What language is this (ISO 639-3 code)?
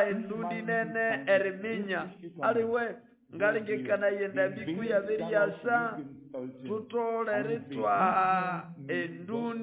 nnb